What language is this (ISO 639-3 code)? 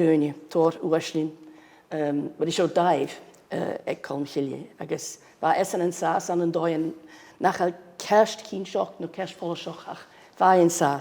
gla